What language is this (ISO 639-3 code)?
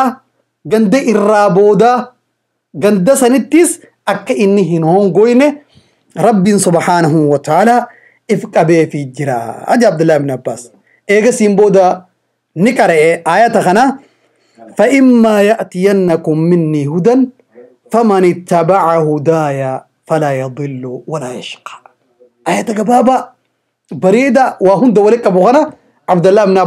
orm